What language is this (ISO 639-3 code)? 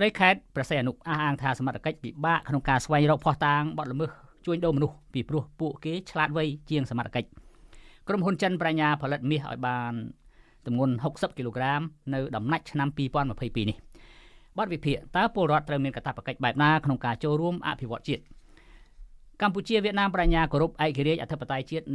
khm